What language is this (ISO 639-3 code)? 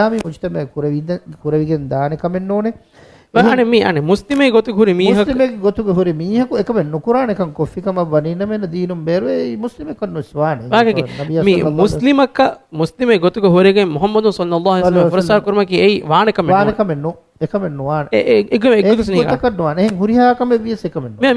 div